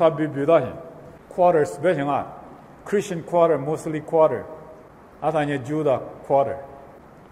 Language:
Lisu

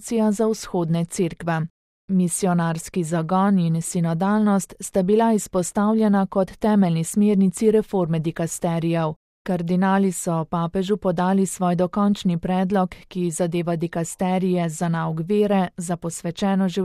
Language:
Slovenian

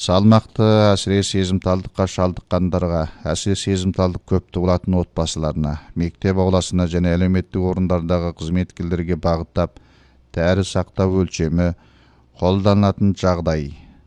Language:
Kazakh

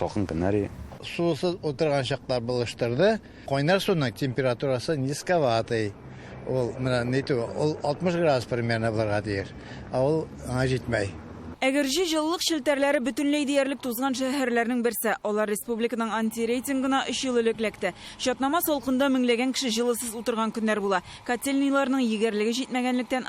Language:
Tatar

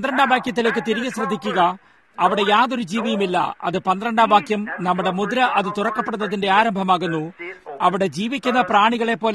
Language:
Malayalam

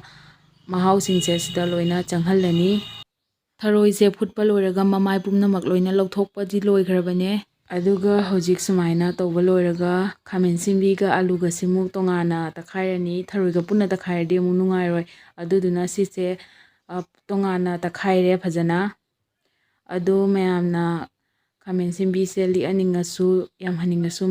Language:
Manipuri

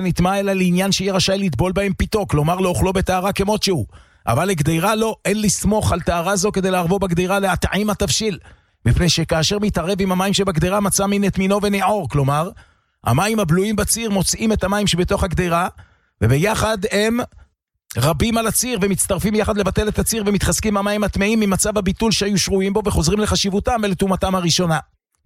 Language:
Hebrew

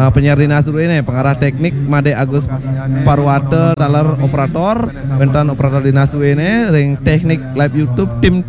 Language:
Balinese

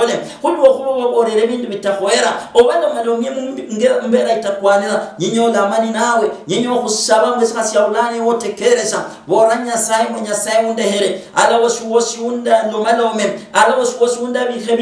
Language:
Luyia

